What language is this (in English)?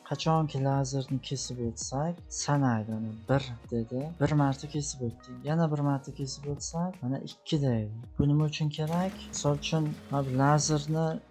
Uzbek